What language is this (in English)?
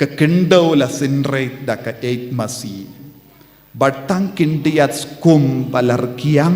Khasi